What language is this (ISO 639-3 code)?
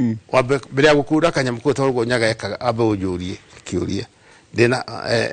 kik